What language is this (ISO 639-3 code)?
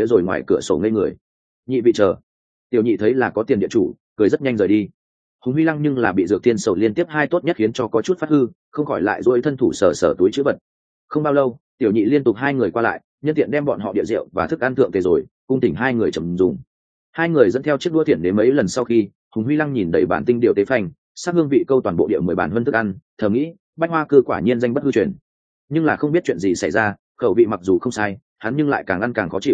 vie